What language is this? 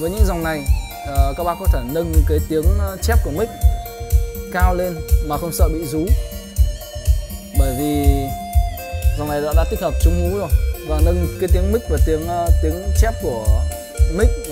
Vietnamese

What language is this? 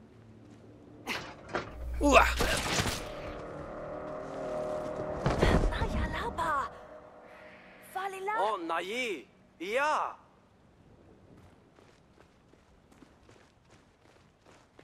Spanish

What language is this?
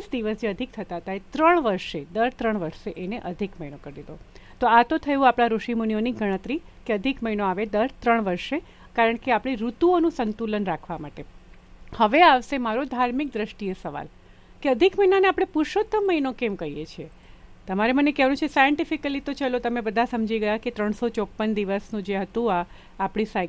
Gujarati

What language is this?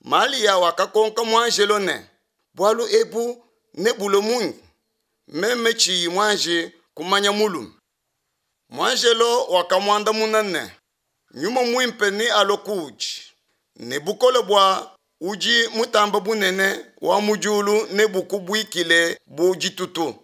Luba-Lulua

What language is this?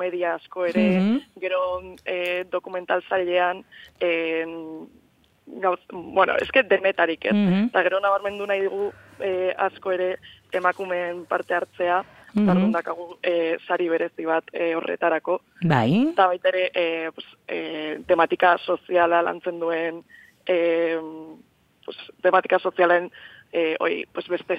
Basque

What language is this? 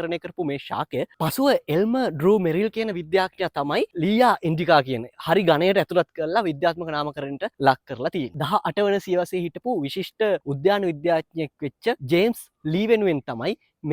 Sinhala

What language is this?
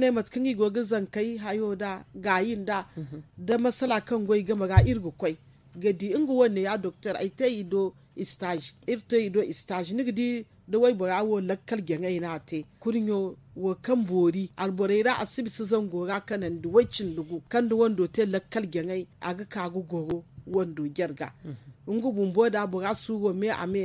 Zarma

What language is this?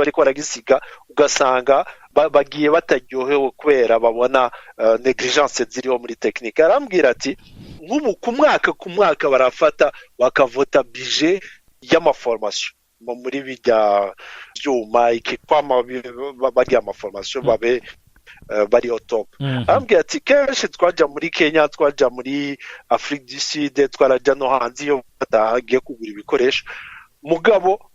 Rundi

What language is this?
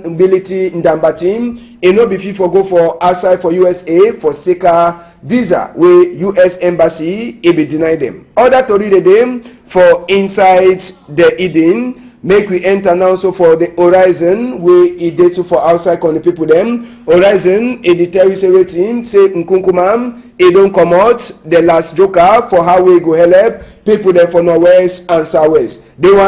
Cameroon Pidgin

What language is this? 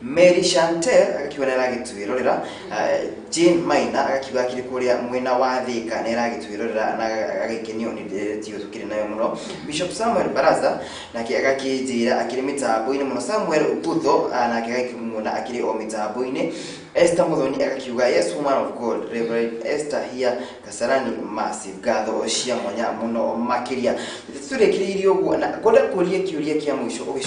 Kikuyu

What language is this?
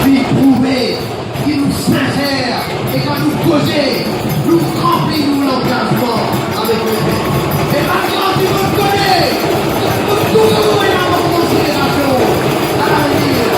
Morisyen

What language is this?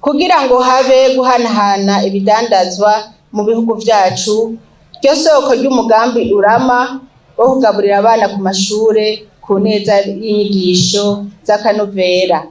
Rundi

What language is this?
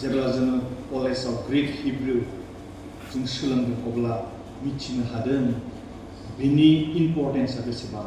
Bodo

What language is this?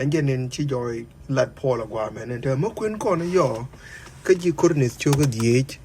Nuer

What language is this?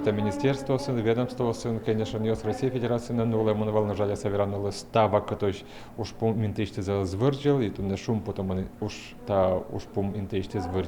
Udmurt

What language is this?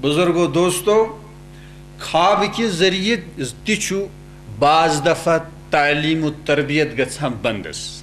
Kashmiri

